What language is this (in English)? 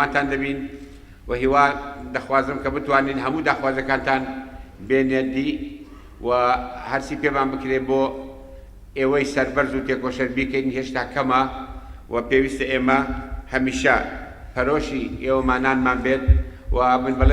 Central Kurdish